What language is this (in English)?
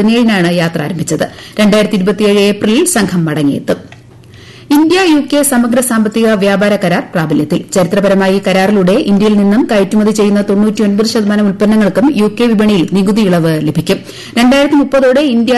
Malayalam